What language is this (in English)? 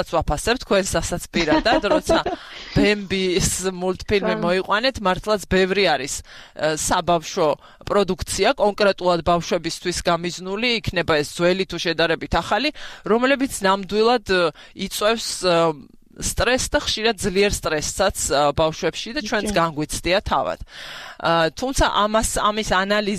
Georgian